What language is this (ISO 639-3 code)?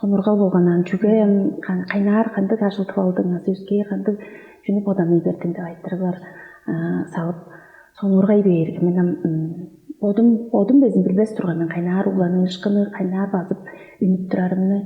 tyv